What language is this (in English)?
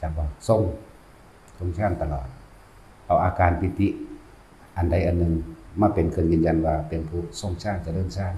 Northeastern Thai